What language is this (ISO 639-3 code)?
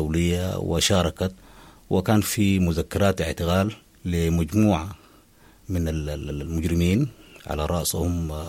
apd